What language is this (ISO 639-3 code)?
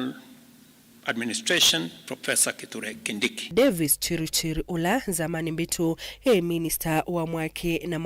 kam